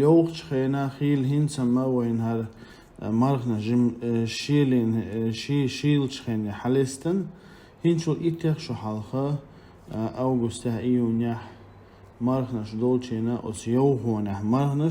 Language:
Chechen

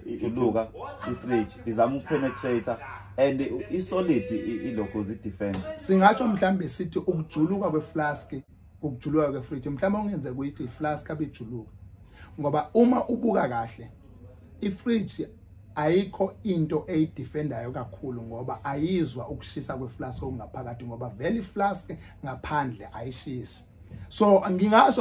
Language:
Zulu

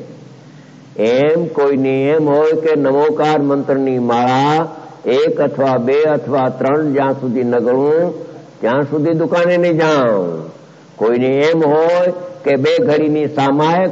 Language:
Gujarati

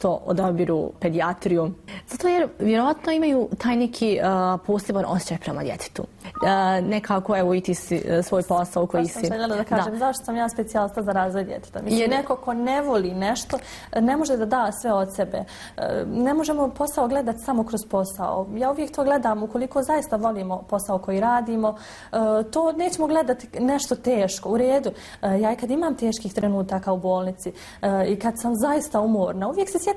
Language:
Bosnian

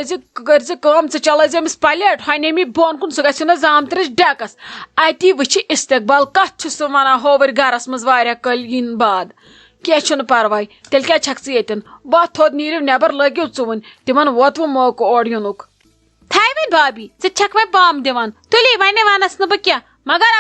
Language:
Kashmiri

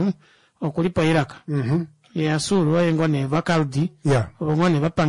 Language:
Kuanyama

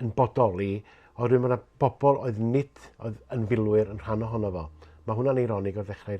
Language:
Welsh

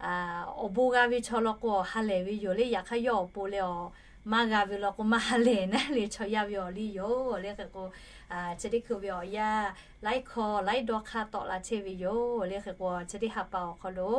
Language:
Lahu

